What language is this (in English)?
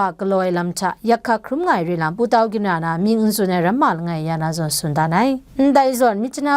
Kachin